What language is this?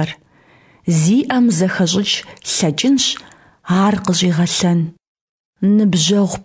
Kabardian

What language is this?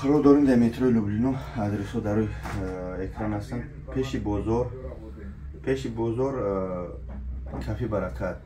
Tajik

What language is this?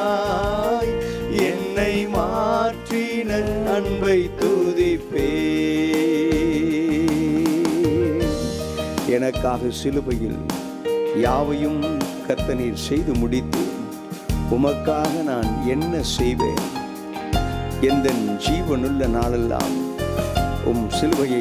Tamil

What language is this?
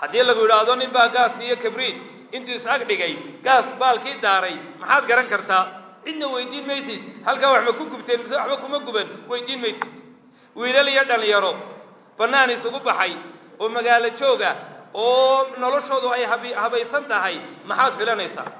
Somali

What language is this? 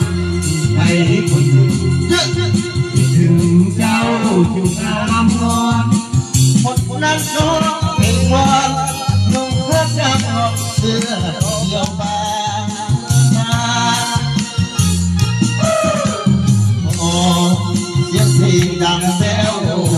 Thai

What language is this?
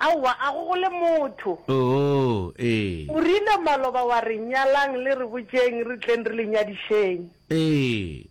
Northern Sotho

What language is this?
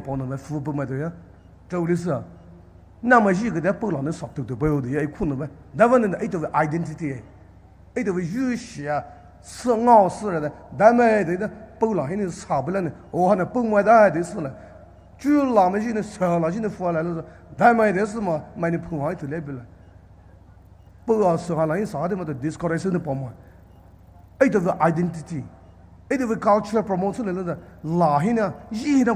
Poumei Naga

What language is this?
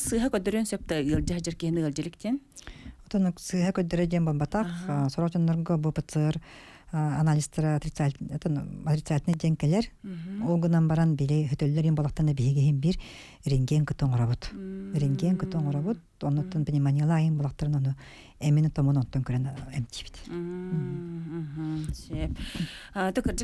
Yakut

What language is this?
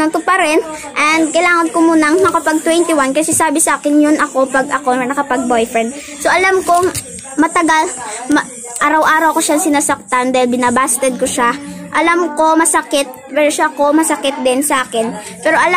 Filipino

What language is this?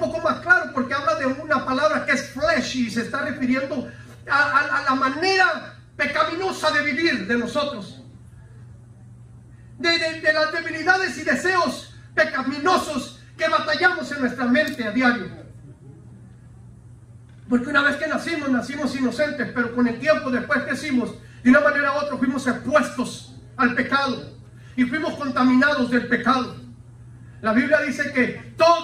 Spanish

